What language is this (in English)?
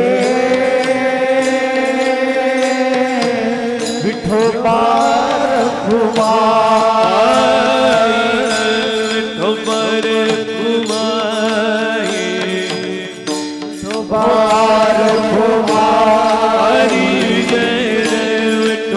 Marathi